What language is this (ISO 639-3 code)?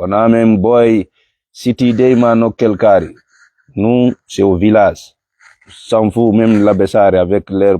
ful